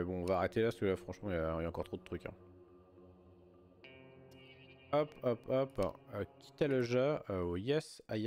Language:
French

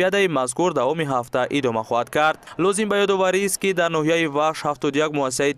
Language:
Tajik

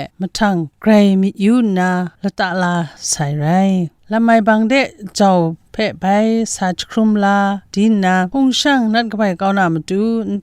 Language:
Kachin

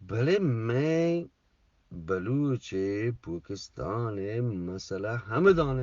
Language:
Eastern Balochi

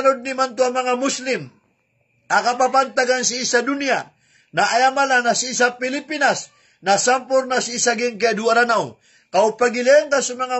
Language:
Maranao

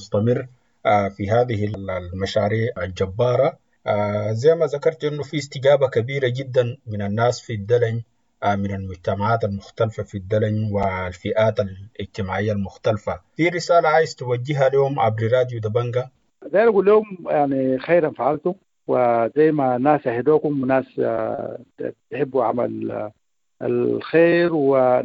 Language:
Sudanese Arabic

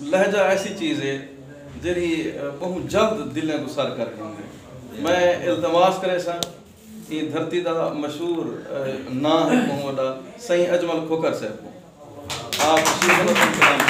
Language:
Saraiki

